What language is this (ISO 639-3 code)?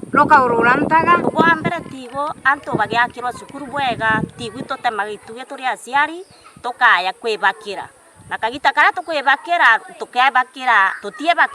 mer